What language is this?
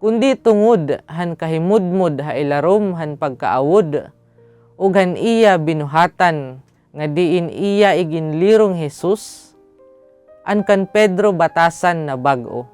Waray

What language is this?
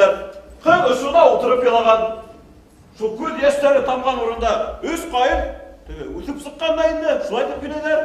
Bashkir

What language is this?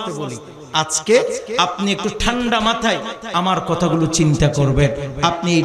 Bangla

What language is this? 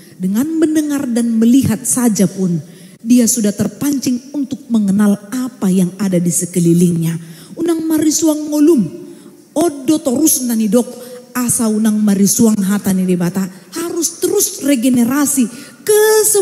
Batak Toba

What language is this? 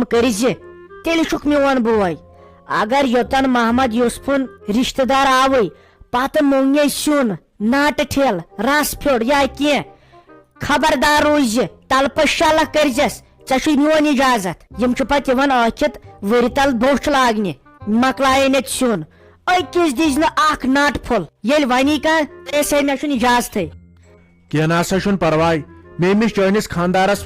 Kashmiri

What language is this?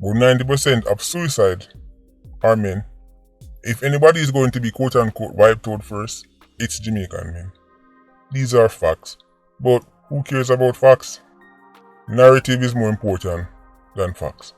Jamaican Creole English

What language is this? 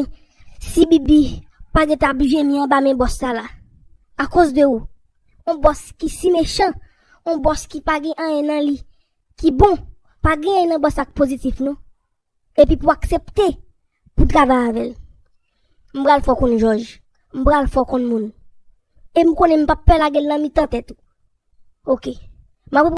Haitian Creole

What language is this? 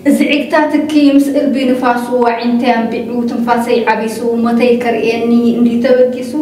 Tigrinya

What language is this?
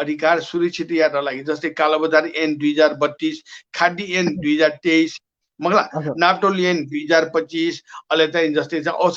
Newari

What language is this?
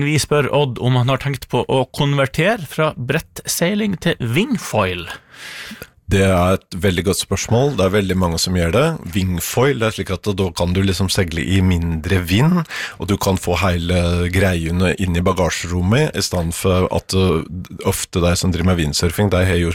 Norwegian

